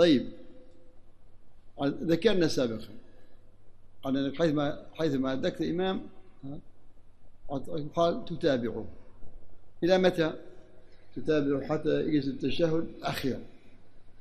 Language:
Arabic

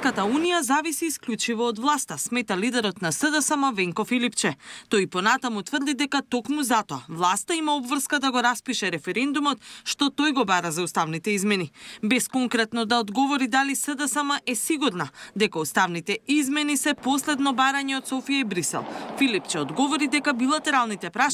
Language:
Macedonian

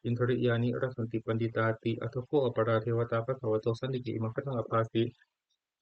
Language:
Pali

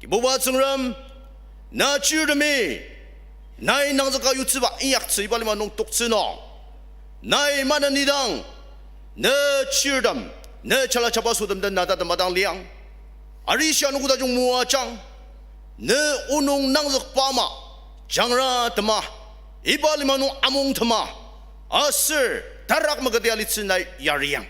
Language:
Ao Naga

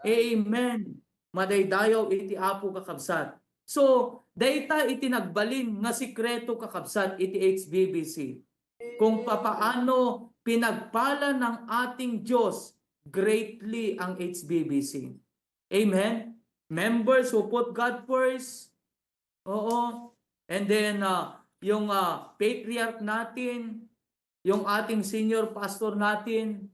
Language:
Iloko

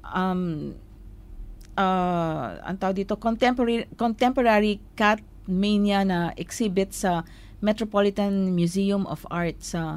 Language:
Filipino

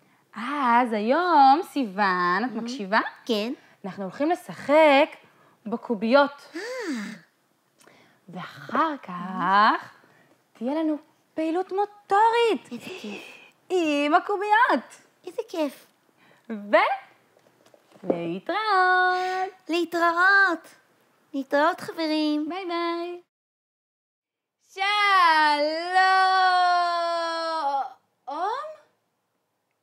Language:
Hebrew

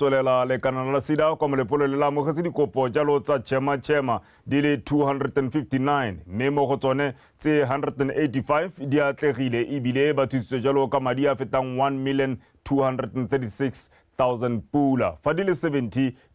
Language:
Tswana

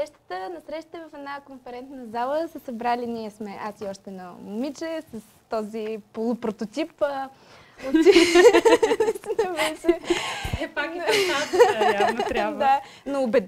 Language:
Bulgarian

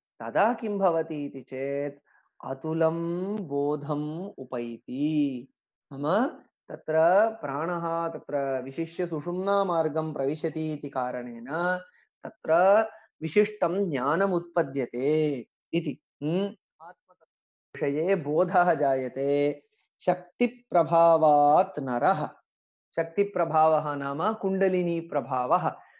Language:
Sanskrit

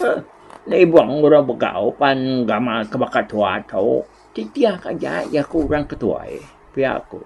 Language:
Iban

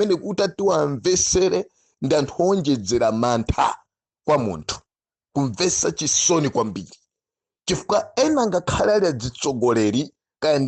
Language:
Nyanja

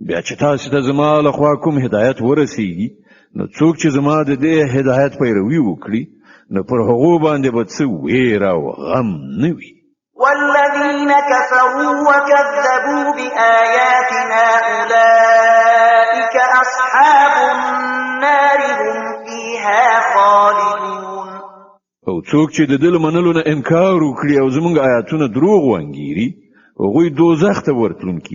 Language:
Pashto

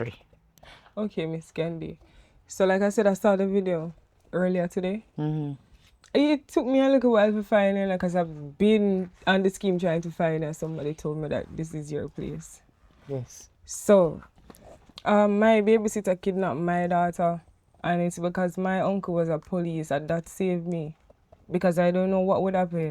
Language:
Jamaican Creole English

